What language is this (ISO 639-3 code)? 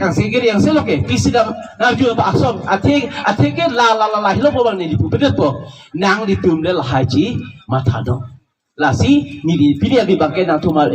mjw